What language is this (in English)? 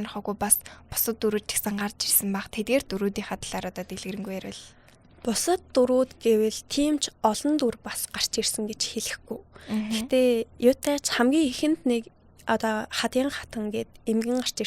Mongolian